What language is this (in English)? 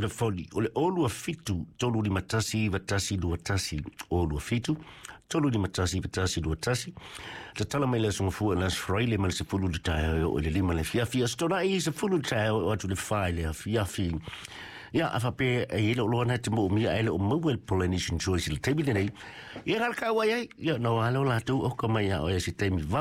Samoan